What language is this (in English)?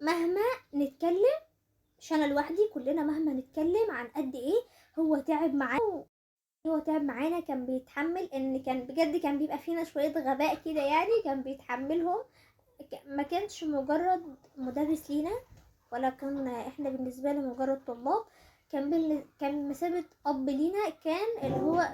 Egyptian Arabic